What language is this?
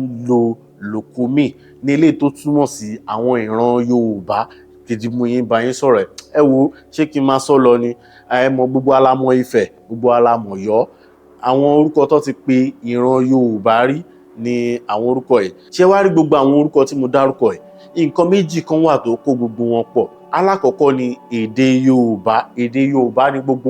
Yoruba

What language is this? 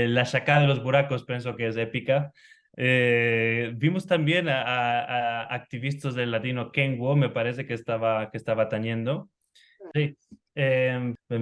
Ladino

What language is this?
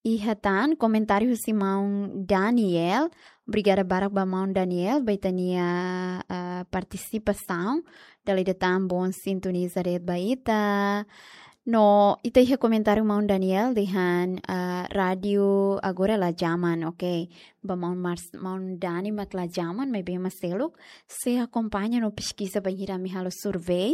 Tetum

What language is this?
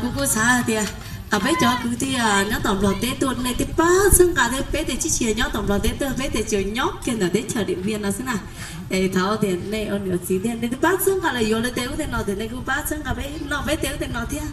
Hmong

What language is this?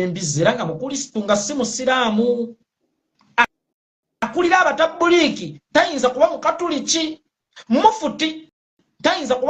Ganda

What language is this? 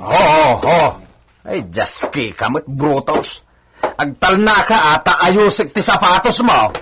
Iloko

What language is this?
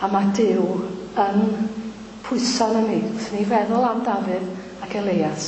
Welsh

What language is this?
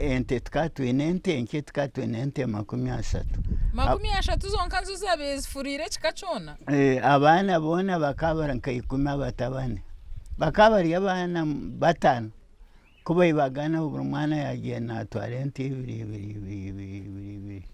Nyankole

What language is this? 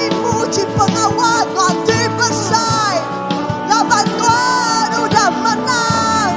Iban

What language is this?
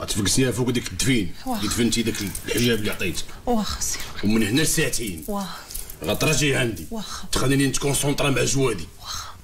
Moroccan Arabic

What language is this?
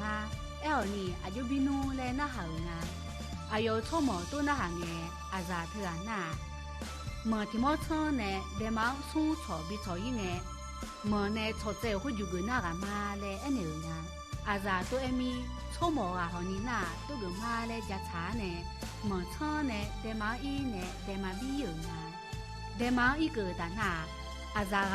Akha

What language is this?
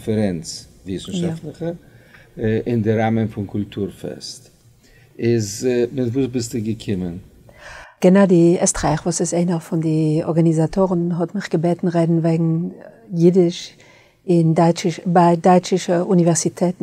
Yiddish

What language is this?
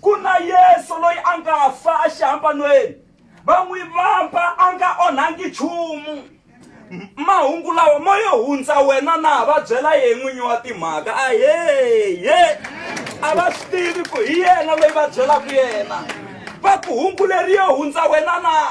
Tsonga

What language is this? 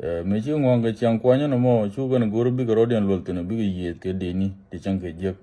Nuer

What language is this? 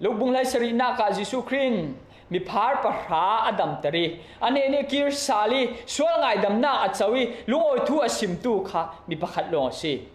Falam Chin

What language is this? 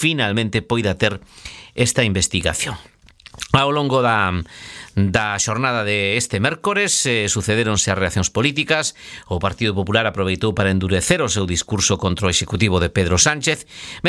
Galician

